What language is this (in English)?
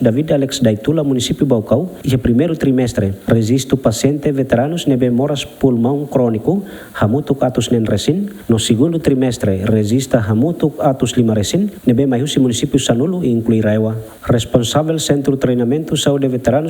Tetum